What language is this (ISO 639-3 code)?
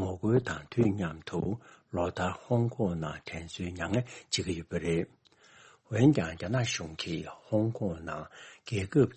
bod